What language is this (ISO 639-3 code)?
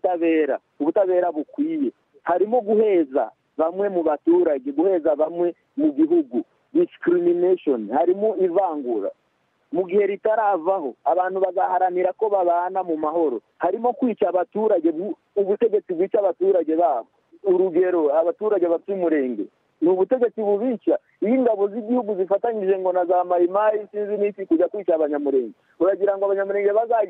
kin